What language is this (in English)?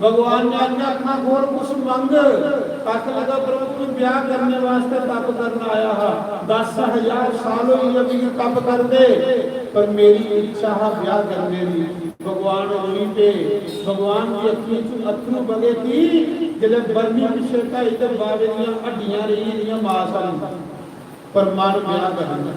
Dogri